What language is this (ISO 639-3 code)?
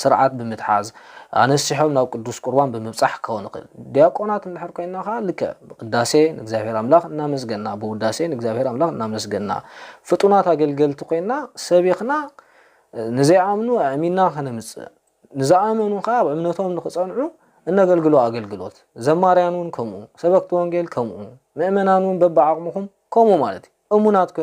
tir